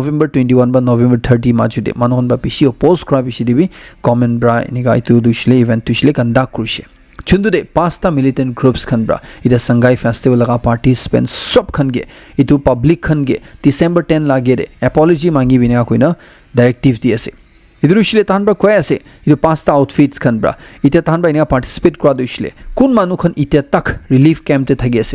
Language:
Naga Pidgin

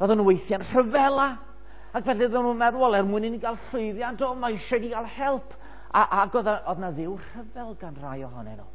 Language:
Welsh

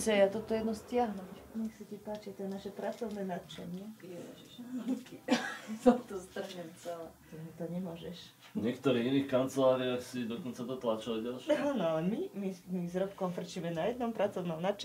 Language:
Slovak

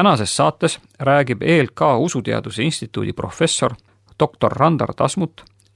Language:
Estonian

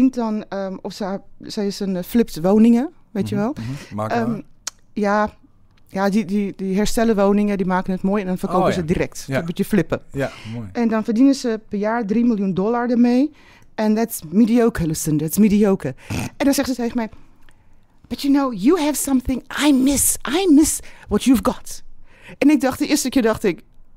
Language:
Dutch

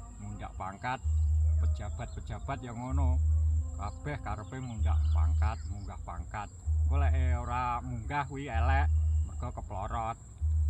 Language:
Javanese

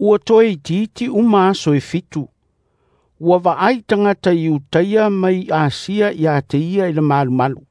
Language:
Samoan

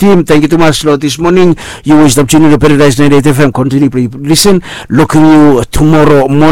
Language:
Bislama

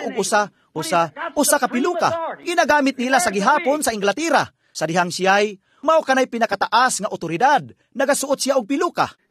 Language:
Cebuano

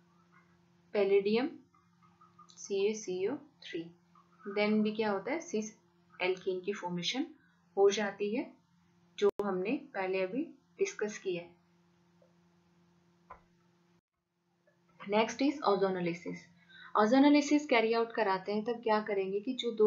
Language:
Hindi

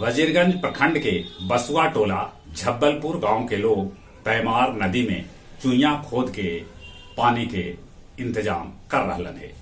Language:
Magahi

